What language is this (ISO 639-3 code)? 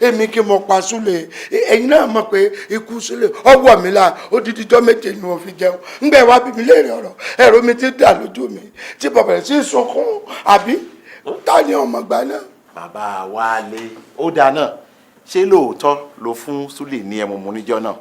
yor